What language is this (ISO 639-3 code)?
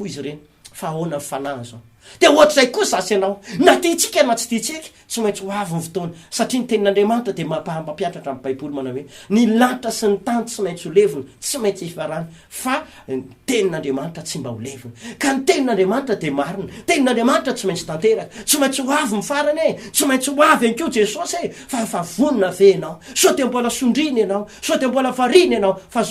mlg